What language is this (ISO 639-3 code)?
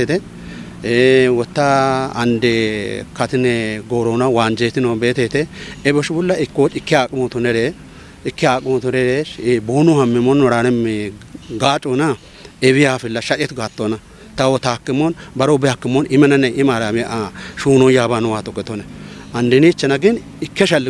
kbr